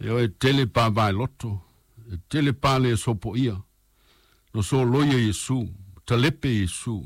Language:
Samoan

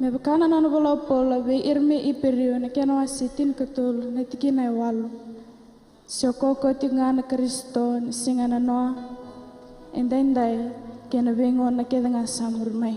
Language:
Fijian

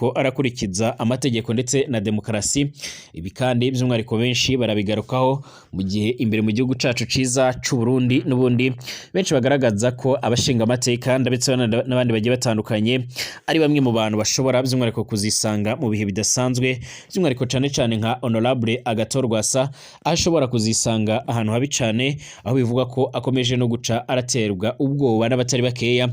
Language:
Rundi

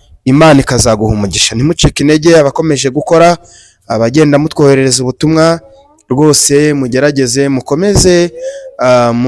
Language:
Kinyarwanda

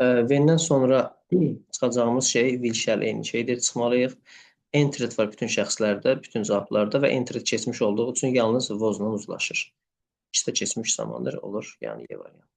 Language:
Azerbaijani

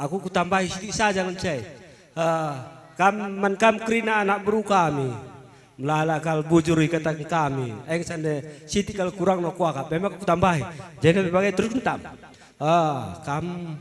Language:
Batak Karo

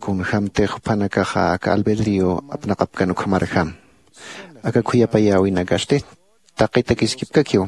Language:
Aymara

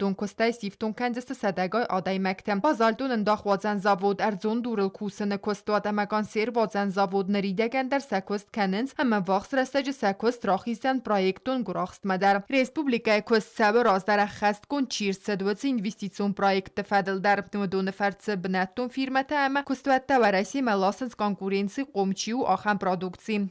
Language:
Ossetic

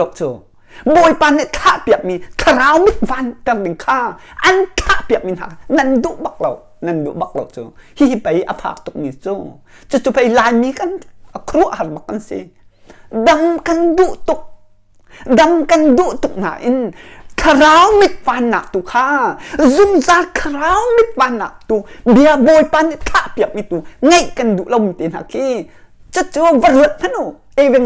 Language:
Hakha Chin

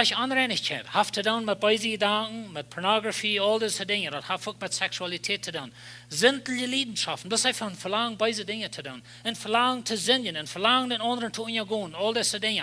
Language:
Plautdietsch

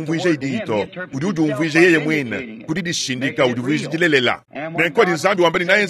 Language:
Luba-Lulua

